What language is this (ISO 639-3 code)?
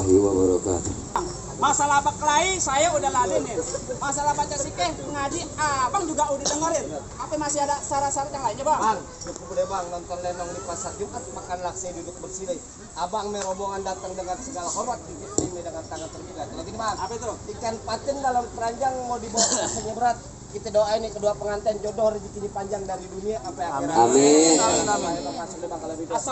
bew